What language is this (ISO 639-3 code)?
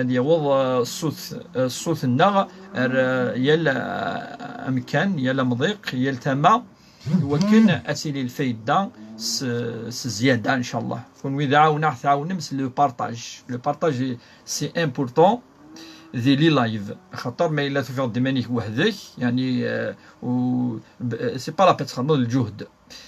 kab